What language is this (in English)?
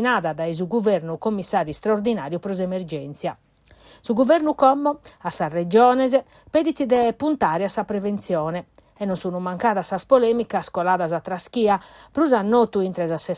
Sardinian